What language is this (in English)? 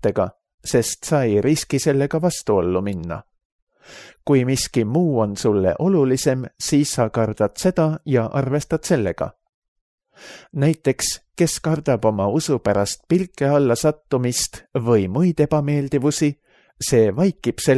Estonian